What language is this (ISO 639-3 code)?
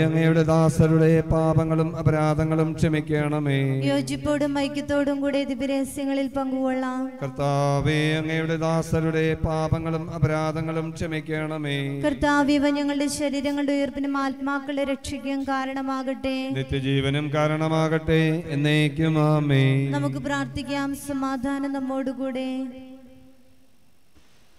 mal